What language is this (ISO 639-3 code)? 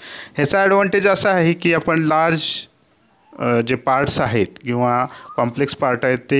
mar